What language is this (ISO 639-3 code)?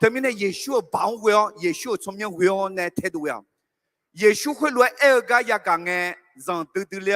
ahk